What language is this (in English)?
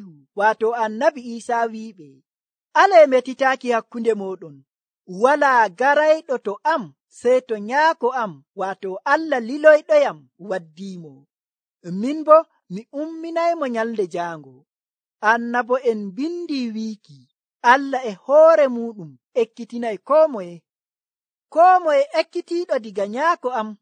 Nigerian Fulfulde